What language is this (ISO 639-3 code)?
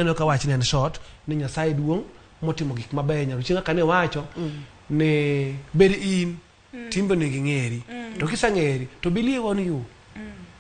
luo